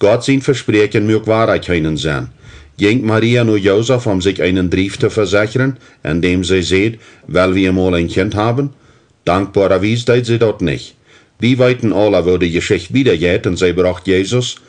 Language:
Plautdietsch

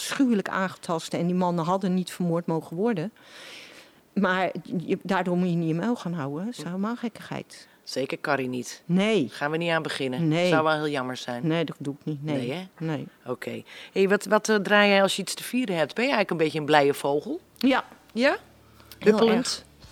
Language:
Dutch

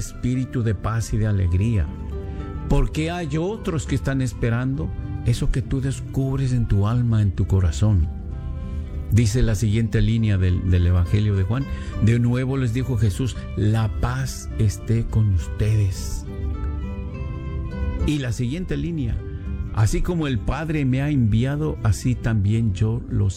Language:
Spanish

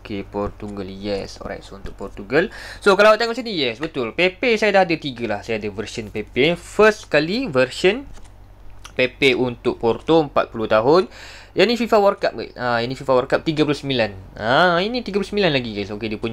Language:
Malay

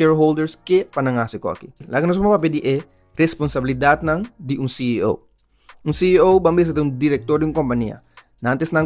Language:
Papiamento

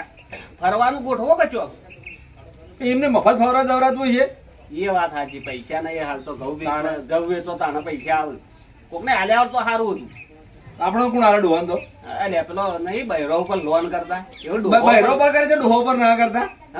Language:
Gujarati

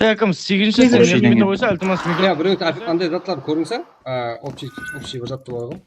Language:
Kara-Kalpak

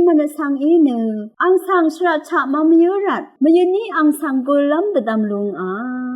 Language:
Rawang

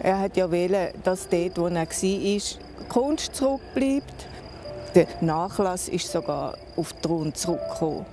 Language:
Swiss German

